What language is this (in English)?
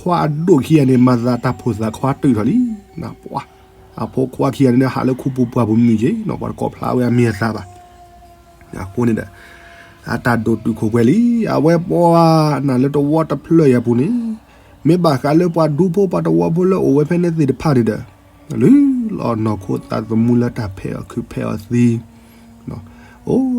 S'gaw Karen